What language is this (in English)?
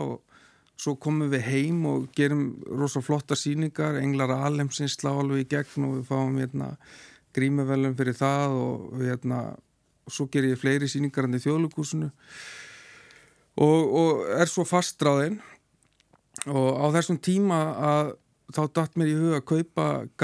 Icelandic